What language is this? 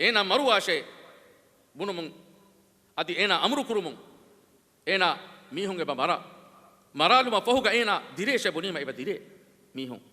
Divehi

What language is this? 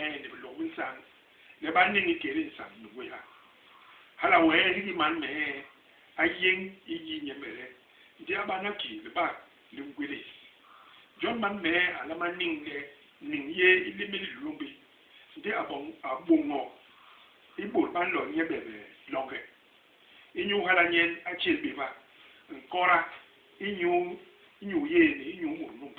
Basaa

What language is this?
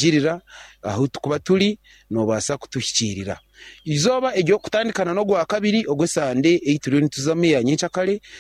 Nyankole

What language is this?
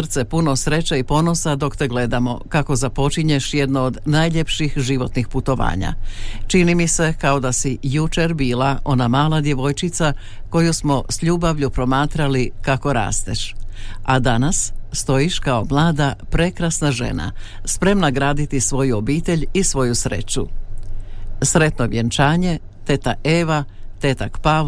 Croatian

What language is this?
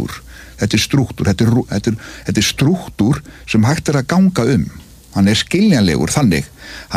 Icelandic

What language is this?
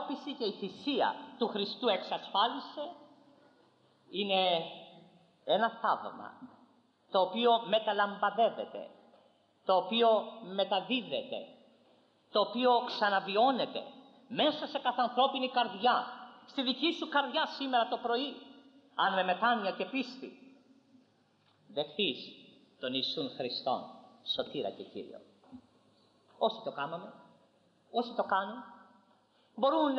Greek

